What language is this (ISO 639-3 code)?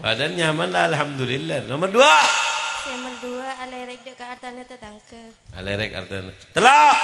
mad